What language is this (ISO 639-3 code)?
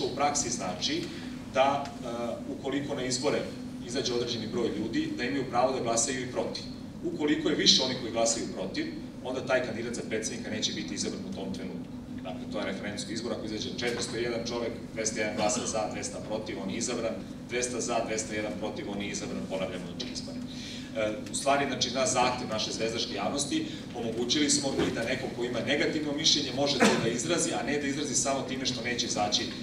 srp